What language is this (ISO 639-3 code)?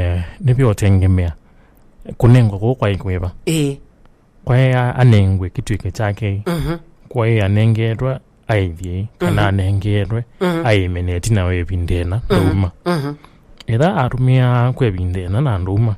kam